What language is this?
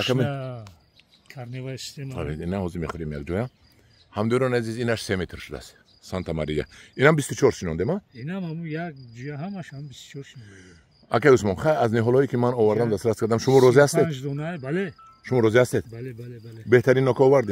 Tajik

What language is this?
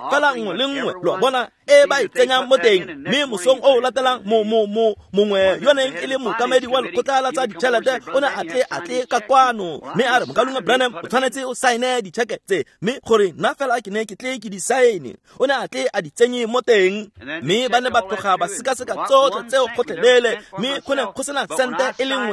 Tswana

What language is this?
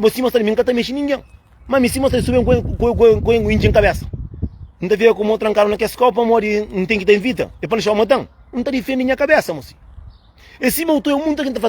Kabuverdianu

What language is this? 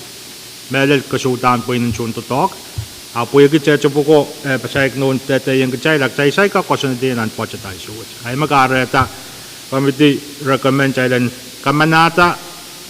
Pohnpeian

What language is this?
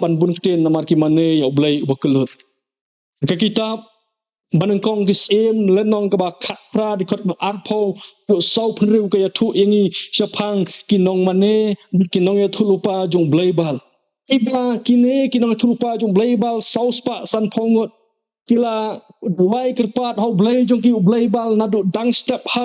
Khasi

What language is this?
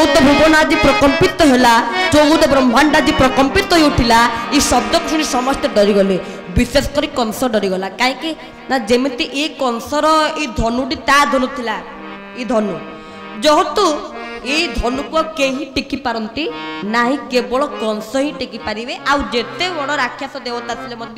Odia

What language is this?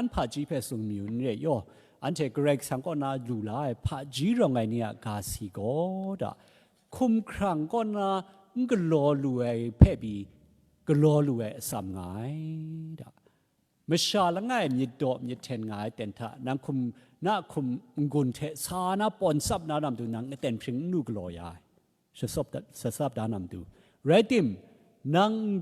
Kachin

